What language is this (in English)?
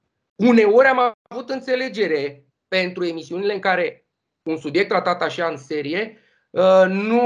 Romanian